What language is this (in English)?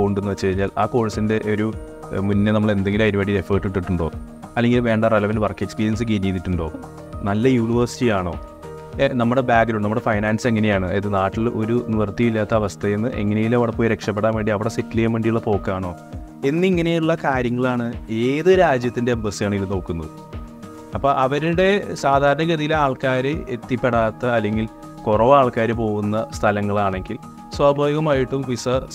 Malayalam